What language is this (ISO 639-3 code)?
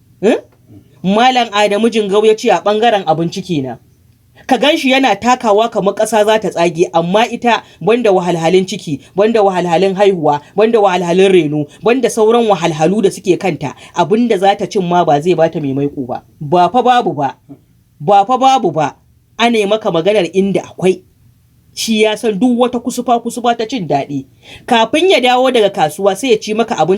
hau